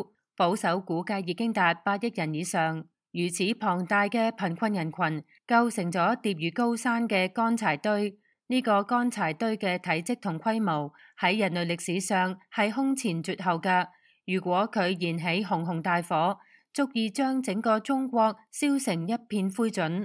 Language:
Cantonese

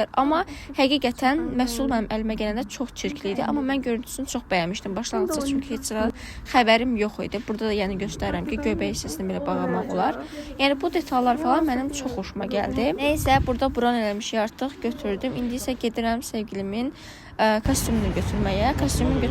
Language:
Azerbaijani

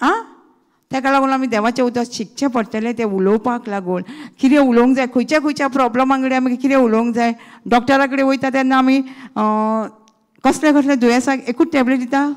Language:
Konkani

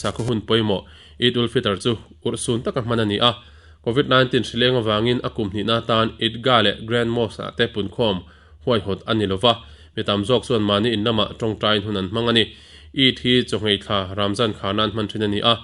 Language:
Mizo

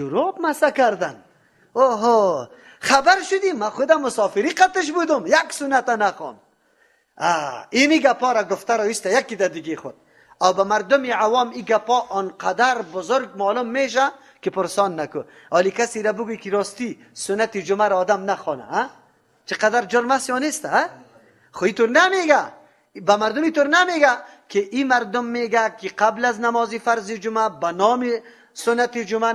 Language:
Persian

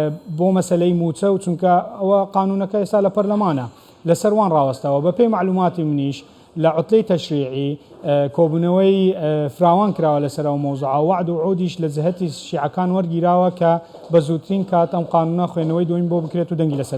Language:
Central Kurdish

